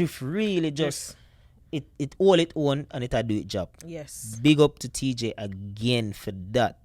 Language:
Jamaican Creole English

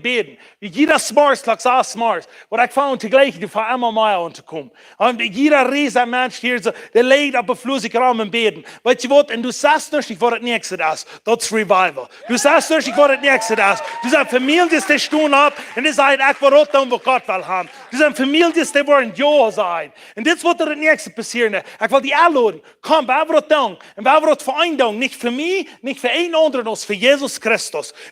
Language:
Plautdietsch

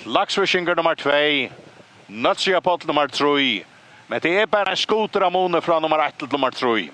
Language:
Faroese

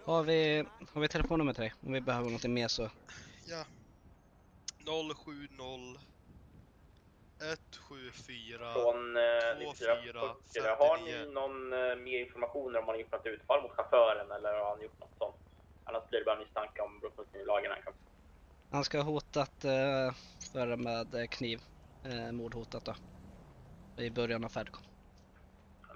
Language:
Swedish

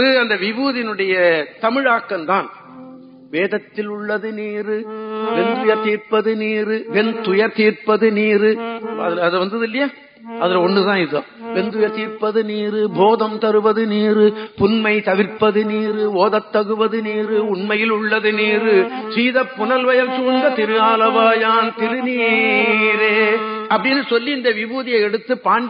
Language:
Tamil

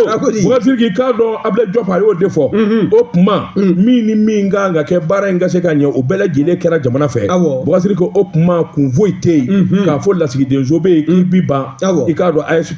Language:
Bambara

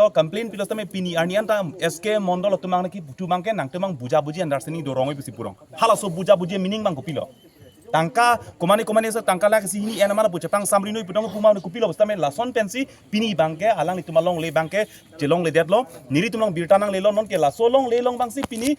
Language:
Karbi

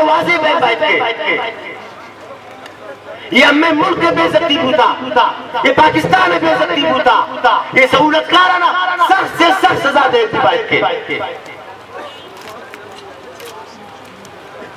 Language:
Urdu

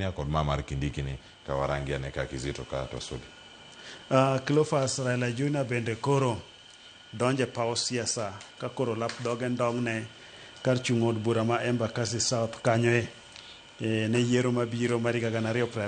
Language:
Luo (Kenya and Tanzania)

